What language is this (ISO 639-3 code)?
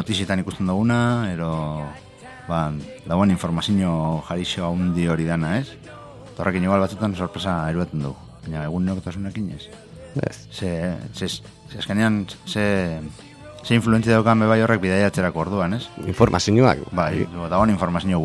eus